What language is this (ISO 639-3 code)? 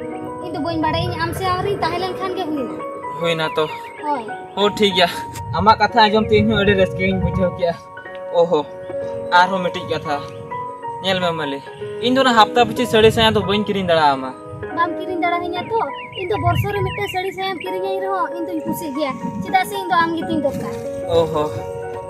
sat